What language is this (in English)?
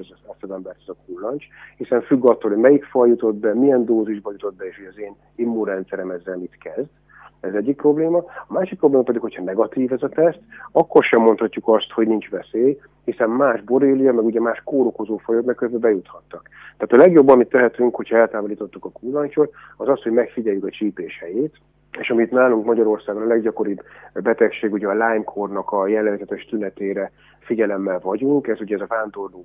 Hungarian